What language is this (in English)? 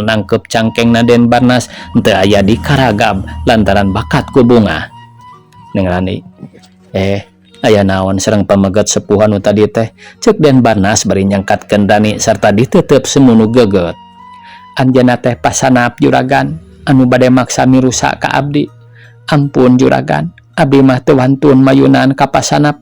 Sundanese